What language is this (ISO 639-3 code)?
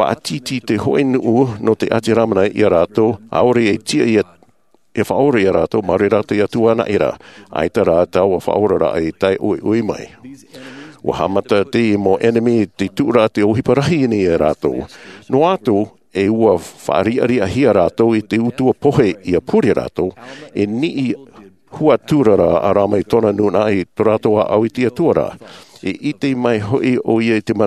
tah